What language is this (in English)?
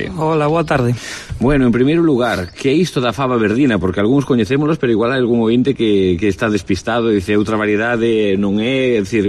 Galician